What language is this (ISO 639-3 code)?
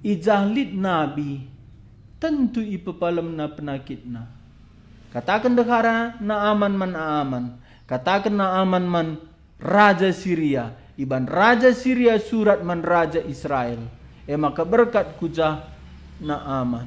btx